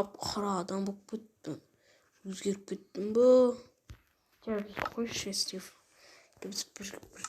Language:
Kazakh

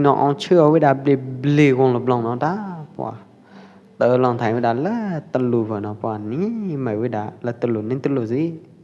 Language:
Pwo Eastern Karen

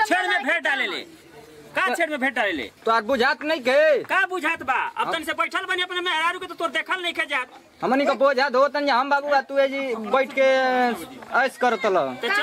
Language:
Bhojpuri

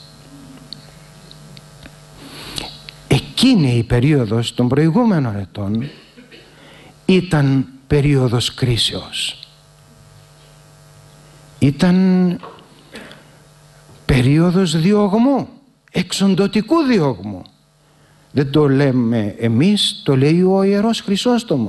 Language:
Greek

